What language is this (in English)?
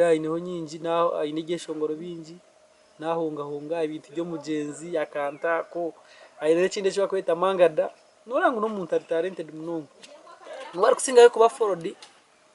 Nyankole